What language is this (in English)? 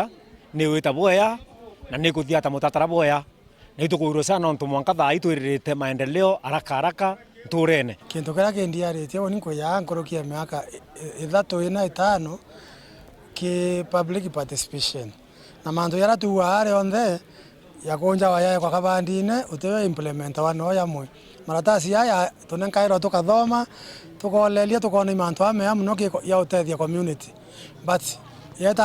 Meru